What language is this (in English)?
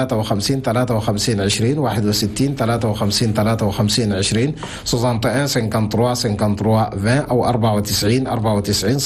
Chadian Arabic